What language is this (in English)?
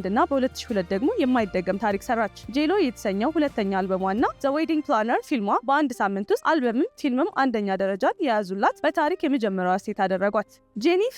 Amharic